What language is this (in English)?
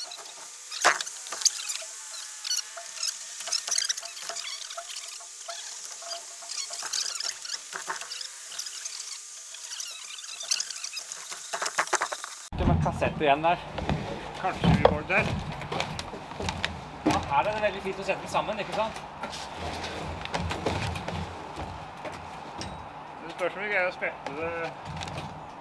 Norwegian